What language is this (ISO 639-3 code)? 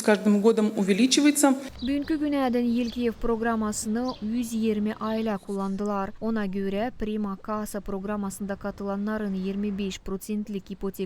gag